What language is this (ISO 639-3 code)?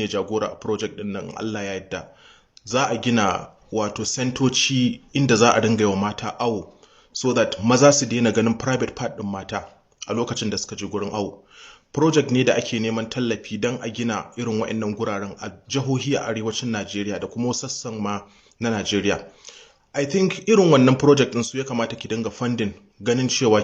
hau